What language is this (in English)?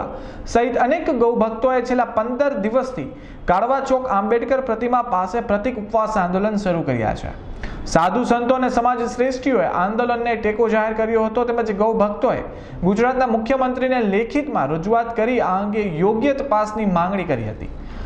Gujarati